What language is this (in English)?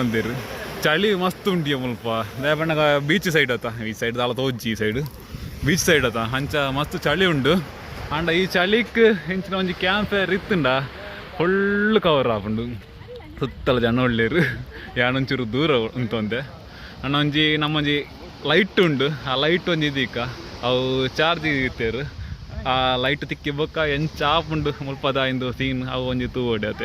Tulu